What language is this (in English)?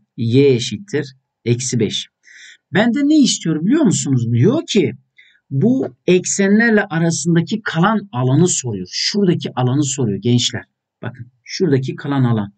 Turkish